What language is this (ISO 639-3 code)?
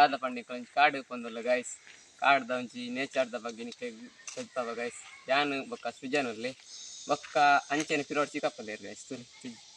tcy